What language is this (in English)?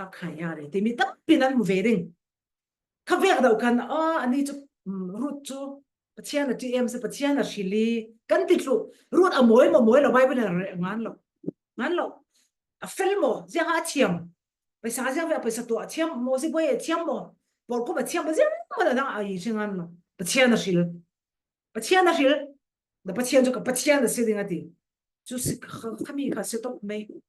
Falam Chin